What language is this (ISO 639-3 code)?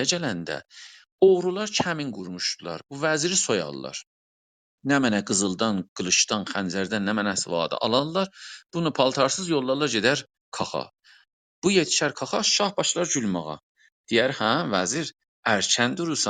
azb